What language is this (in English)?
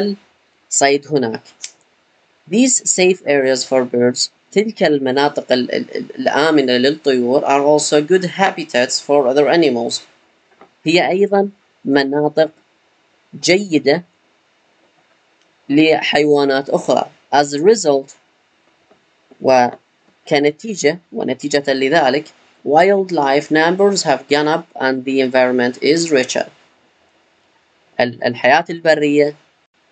Arabic